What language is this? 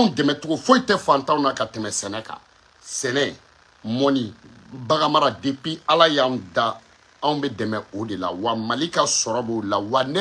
Bambara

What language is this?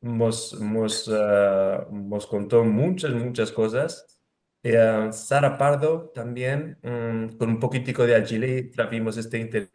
Ladino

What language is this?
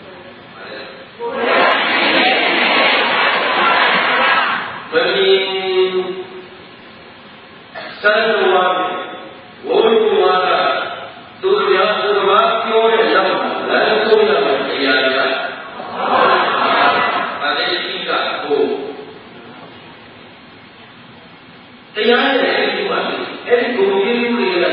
Burmese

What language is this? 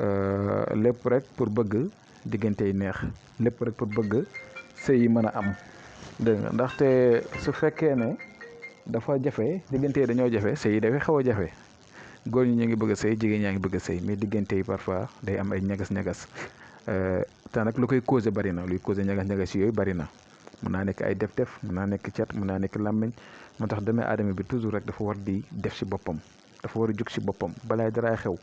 Wolof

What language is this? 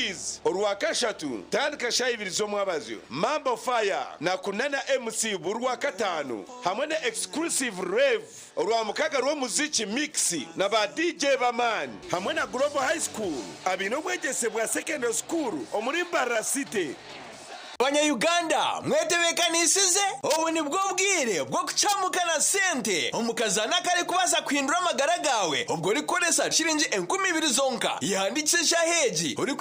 Nyankole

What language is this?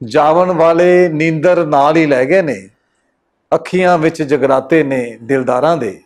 Western Panjabi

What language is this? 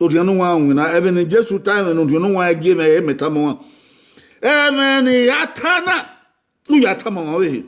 Bini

